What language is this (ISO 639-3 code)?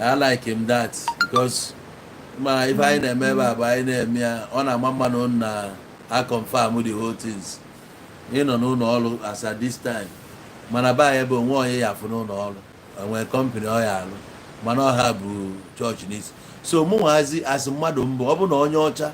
ibo